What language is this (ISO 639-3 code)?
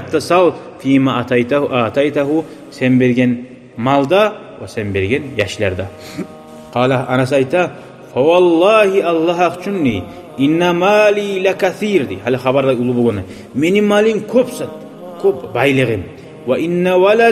kum